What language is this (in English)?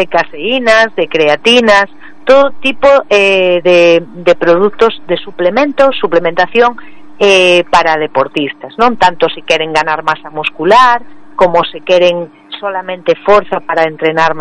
Galician